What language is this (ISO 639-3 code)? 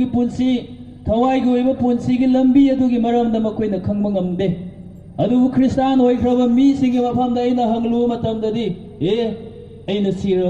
mni